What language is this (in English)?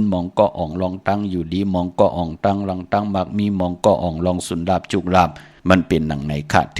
Shan